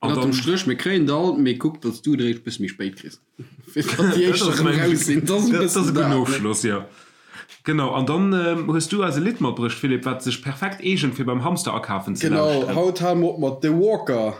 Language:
Luxembourgish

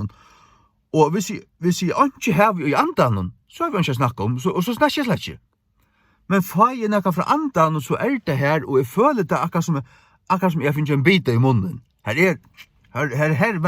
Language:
Faroese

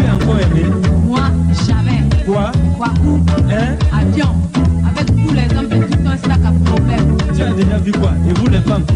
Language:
French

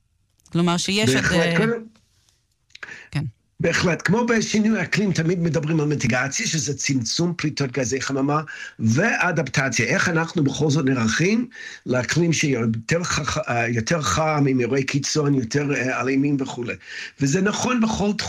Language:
Hebrew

